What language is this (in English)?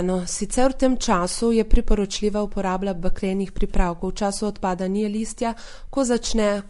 Slovenian